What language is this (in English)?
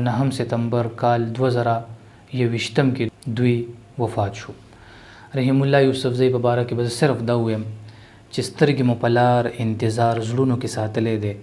Pashto